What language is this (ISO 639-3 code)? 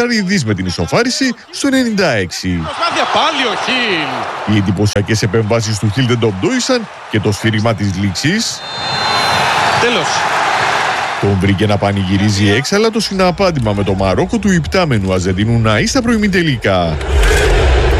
ell